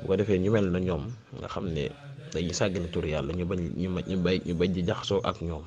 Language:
Wolof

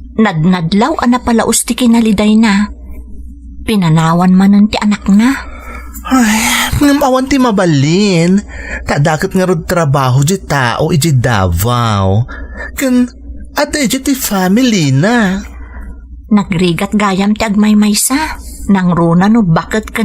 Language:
Iloko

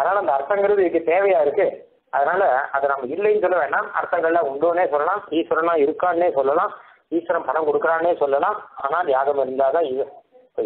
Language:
Tamil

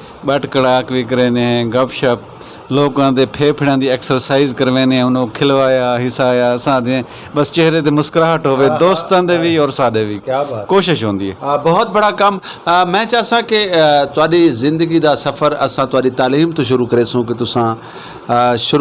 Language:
Saraiki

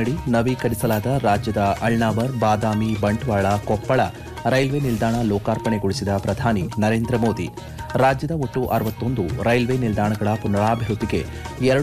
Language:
Kannada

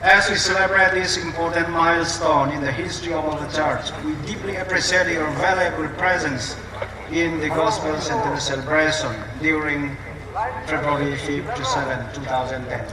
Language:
Hmar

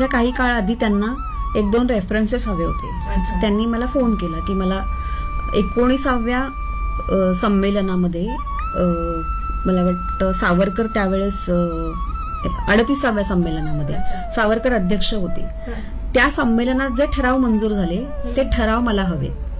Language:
Marathi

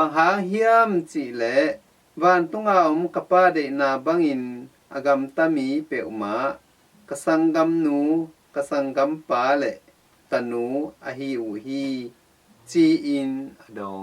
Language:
Tedim Chin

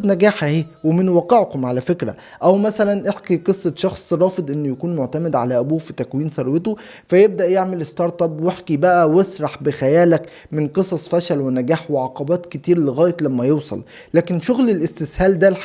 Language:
Egyptian Arabic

